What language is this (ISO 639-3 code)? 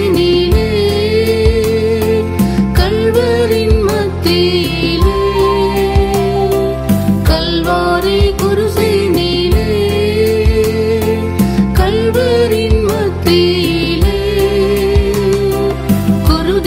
tam